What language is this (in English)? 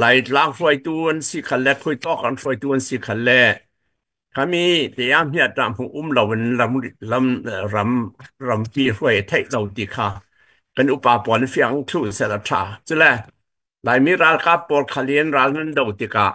Falam Chin